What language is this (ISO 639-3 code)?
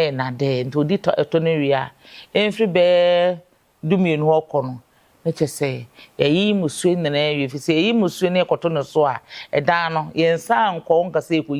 aka